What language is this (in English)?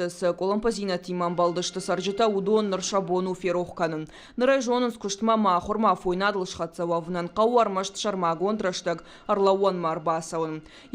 Ossetic